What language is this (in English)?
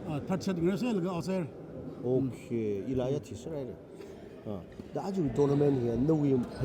Tangkhul Naga (India)